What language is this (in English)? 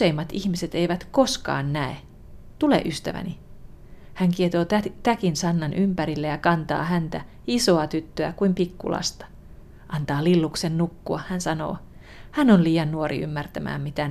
Finnish